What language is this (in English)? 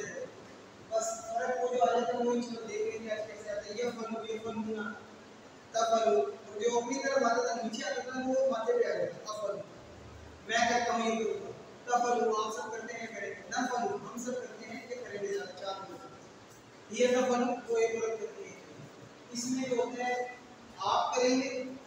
Urdu